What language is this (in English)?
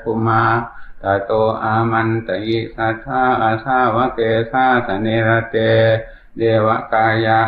Pali